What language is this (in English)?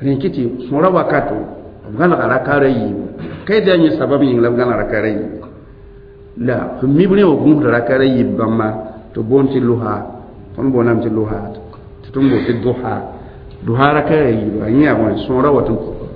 Mossi